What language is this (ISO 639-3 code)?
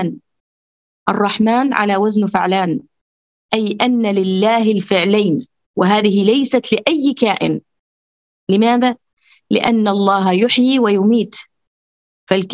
ara